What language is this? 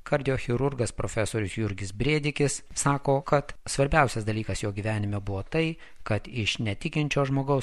Lithuanian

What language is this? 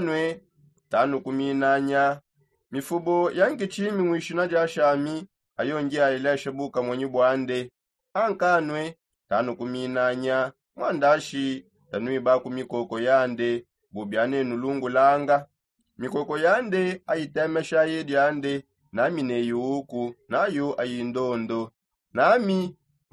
Songe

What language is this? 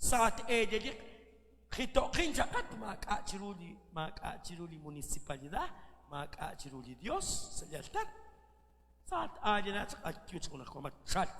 Kekchí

